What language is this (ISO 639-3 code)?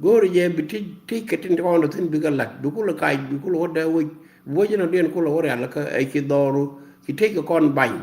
nus